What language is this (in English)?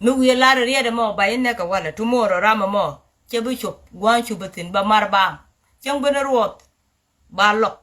Nuer